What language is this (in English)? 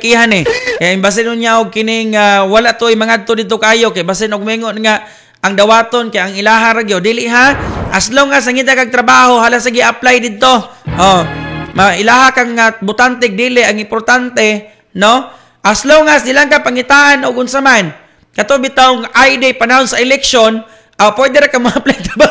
Cebuano